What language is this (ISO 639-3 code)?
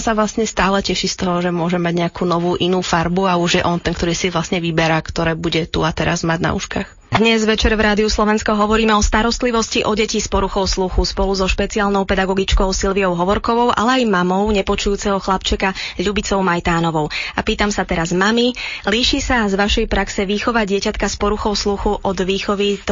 slk